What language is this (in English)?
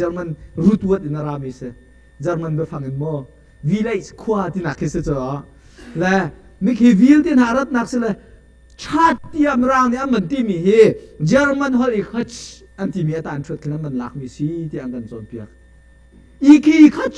Hakha Chin